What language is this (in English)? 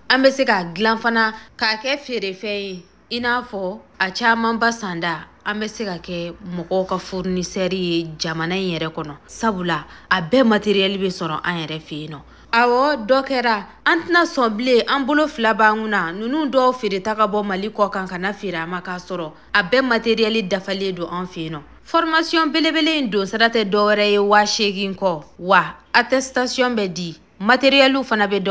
Bambara